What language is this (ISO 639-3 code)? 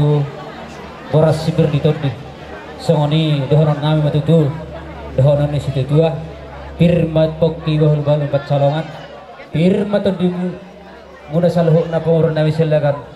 bbc